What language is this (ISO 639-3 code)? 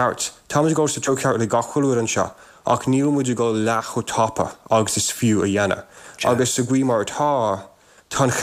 gle